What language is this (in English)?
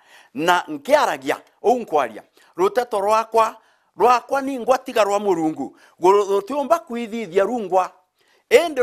Meru